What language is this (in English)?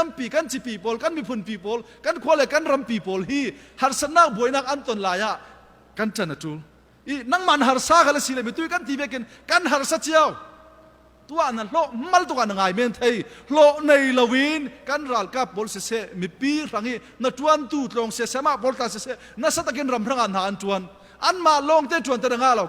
Falam Chin